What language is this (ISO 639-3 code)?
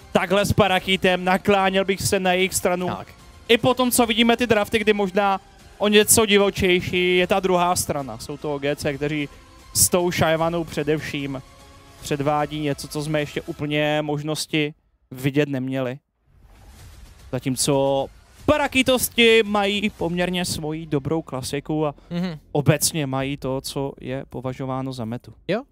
ces